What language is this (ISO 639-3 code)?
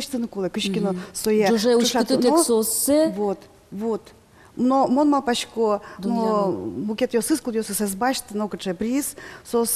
udm